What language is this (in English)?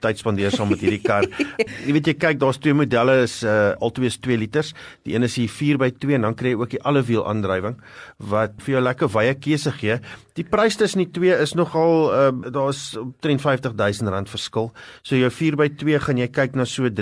Afrikaans